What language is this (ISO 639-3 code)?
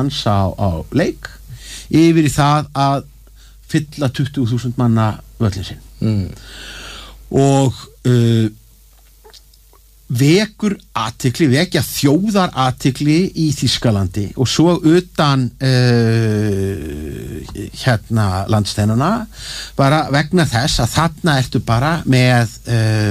isl